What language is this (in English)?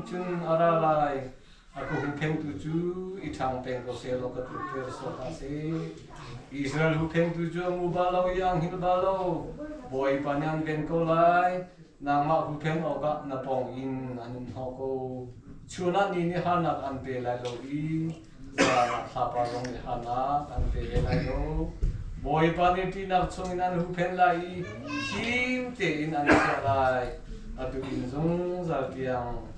Hakha Chin